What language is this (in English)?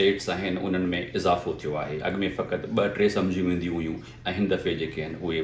Sindhi